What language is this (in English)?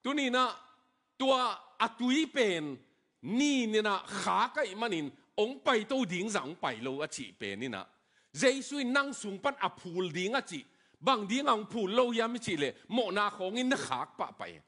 Tedim Chin